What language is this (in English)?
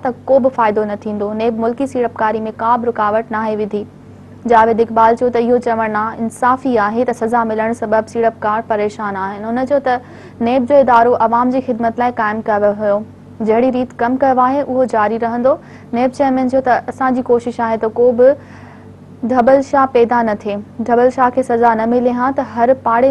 Sindhi